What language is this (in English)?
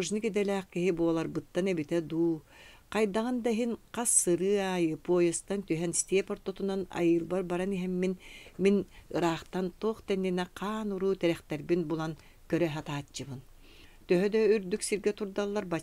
Yakut